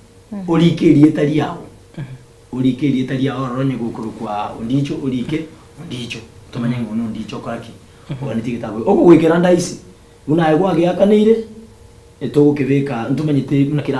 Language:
Gusii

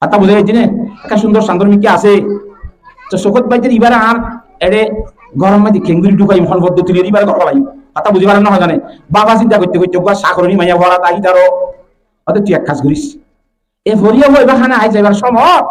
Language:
Rohingya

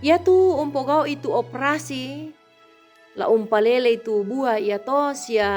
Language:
Toraja-Sa'dan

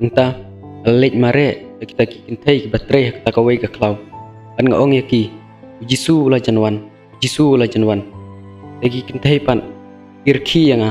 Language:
Khasi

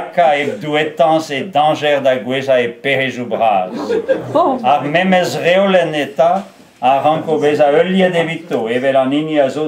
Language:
Breton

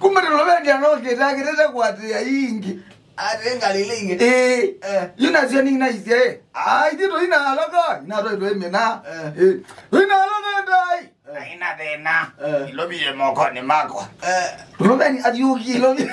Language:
Kamba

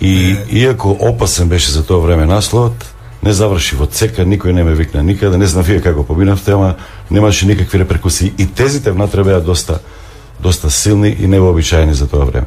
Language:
Macedonian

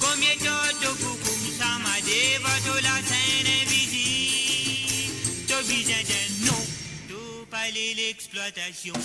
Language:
Morisyen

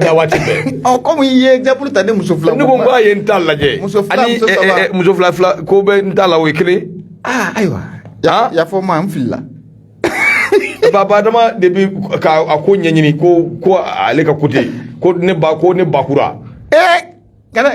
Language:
Bambara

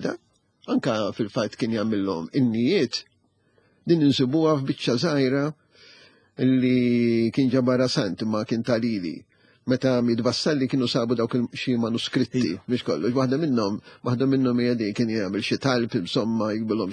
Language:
Maltese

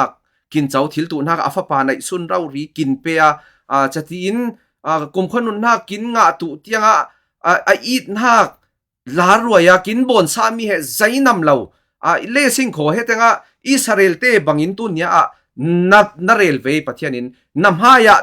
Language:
Falam Chin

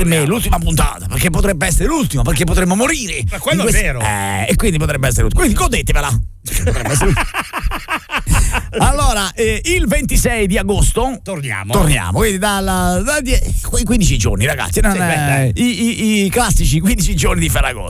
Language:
Italian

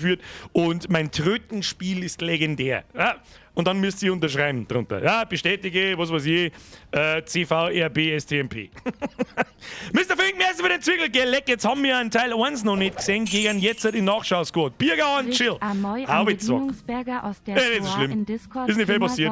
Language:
Bavarian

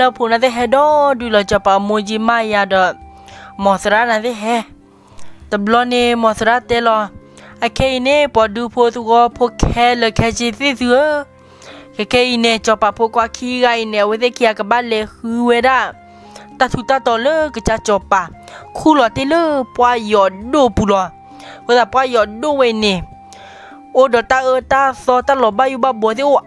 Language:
S'gaw Karen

